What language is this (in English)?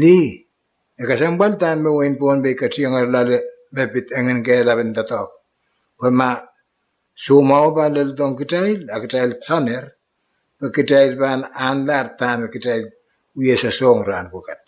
Pohnpeian